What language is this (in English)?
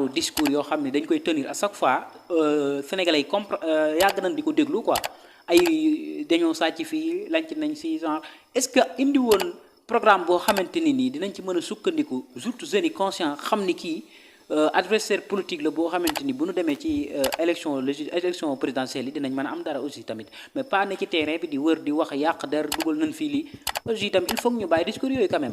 Wolof